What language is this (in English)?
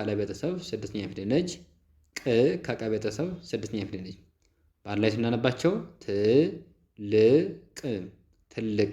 Amharic